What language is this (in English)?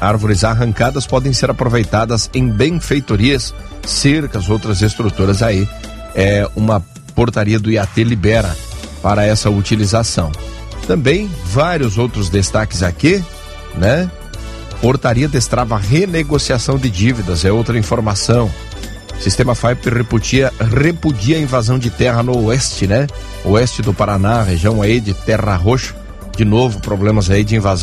Portuguese